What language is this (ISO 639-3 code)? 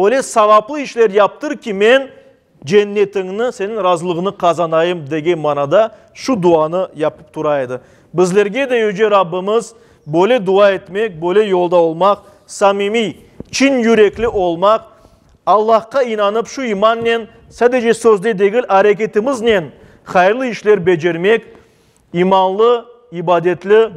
crh